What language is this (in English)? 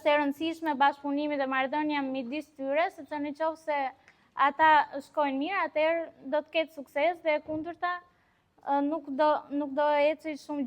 Albanian